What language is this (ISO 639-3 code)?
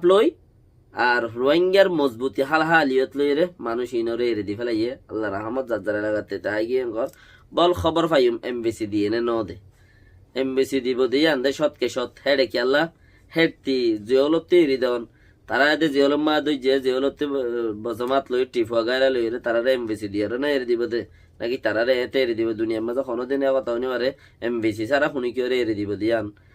rhg